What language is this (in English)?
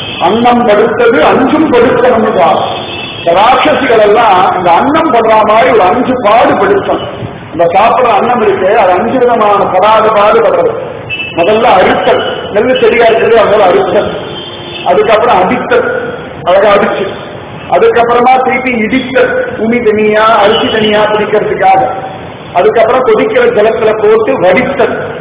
Tamil